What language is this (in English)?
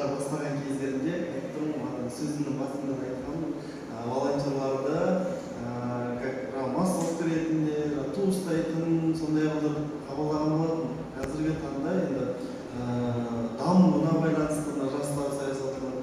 Kazakh